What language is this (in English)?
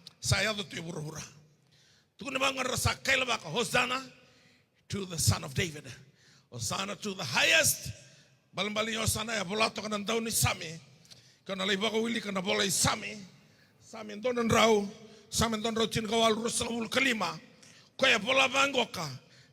Fijian